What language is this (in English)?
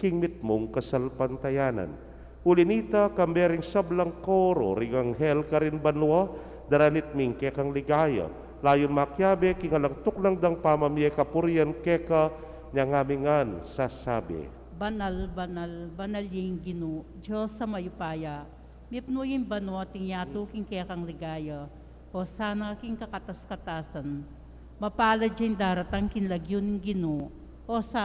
Pampanga